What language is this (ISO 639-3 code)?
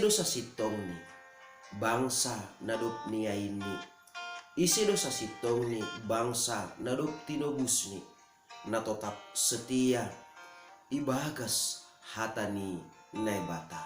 bts